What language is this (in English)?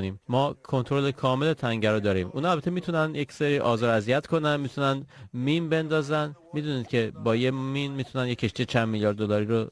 Persian